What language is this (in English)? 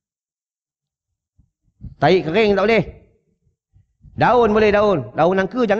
Malay